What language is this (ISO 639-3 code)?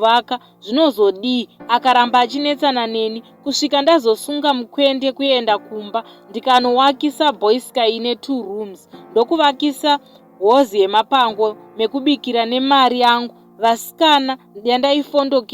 sna